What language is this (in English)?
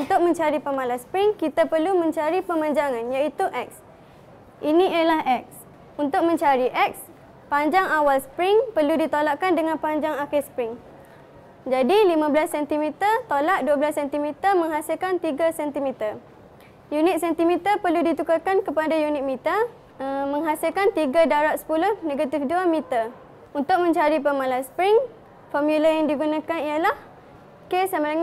Malay